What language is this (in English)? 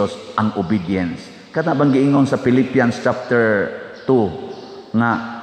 Cebuano